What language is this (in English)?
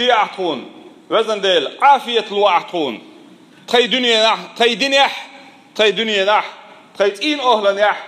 Chechen